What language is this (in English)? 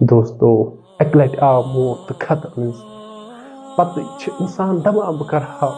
Kashmiri